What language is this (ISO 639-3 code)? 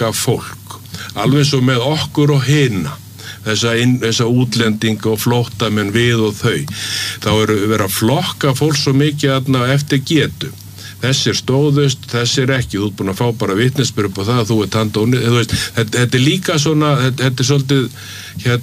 isl